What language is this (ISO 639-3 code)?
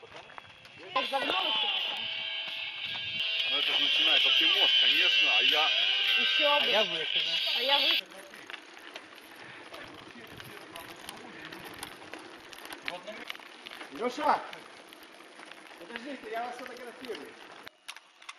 rus